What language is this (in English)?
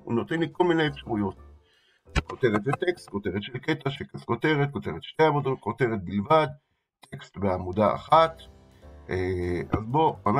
Hebrew